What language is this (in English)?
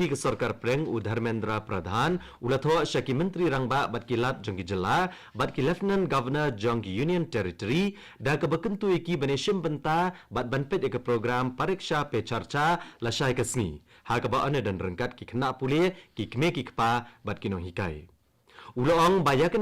Khasi